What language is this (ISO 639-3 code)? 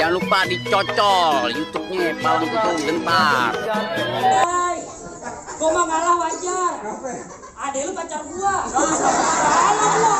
bew